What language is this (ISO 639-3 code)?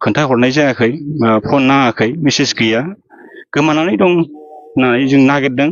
brx